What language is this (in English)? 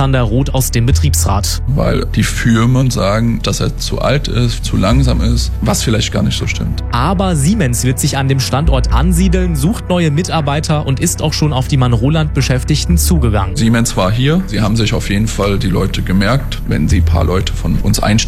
German